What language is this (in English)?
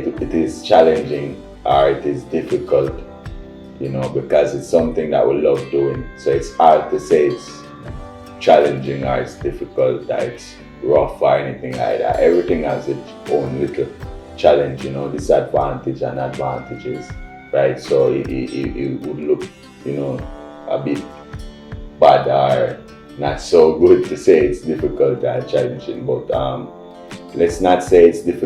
Jamaican Creole English